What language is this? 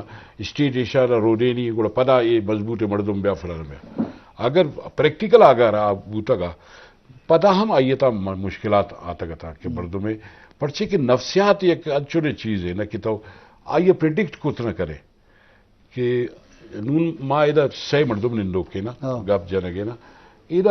Eastern Balochi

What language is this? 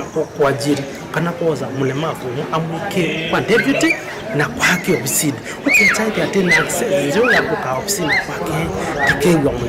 Kamba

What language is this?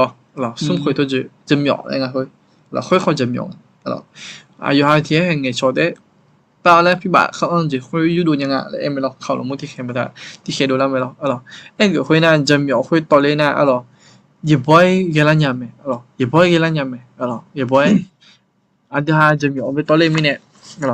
Akha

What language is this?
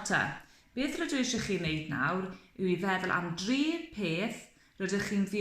Welsh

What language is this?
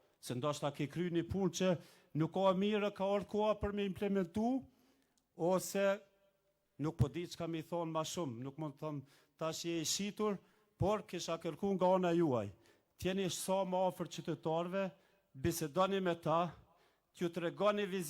Albanian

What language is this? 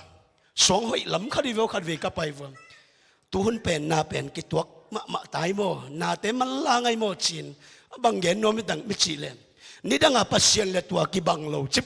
Tedim Chin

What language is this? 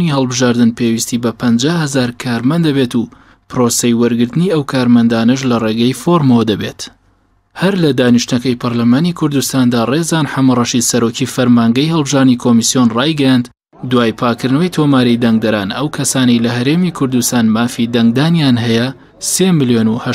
Central Kurdish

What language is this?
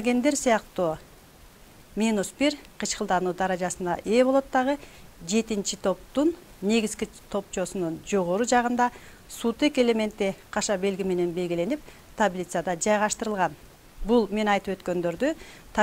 Kyrgyz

